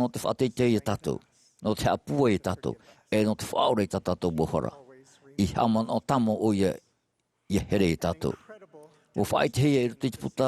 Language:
Tahitian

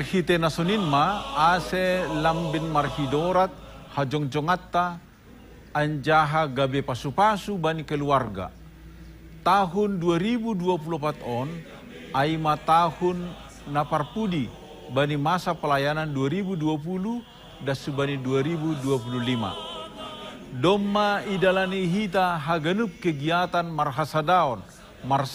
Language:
Batak Simalungun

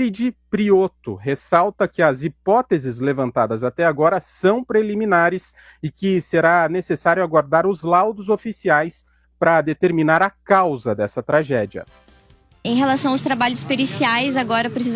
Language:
Portuguese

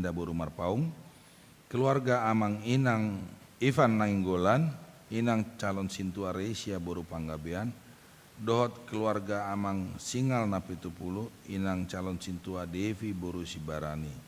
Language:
Batak Toba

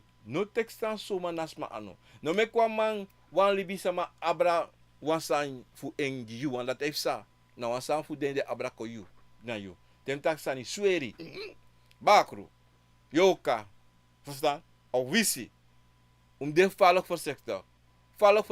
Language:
Sranan Tongo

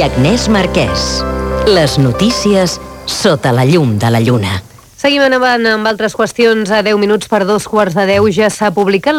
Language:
Catalan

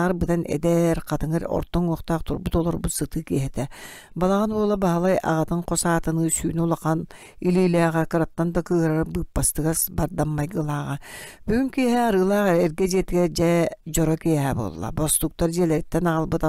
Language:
Yakut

